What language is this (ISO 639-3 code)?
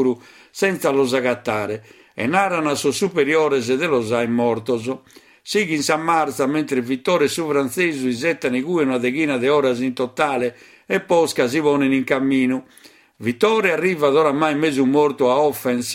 srd